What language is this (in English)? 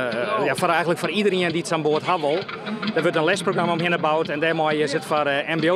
Western Frisian